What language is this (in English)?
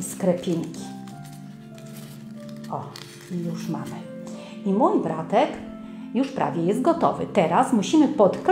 Polish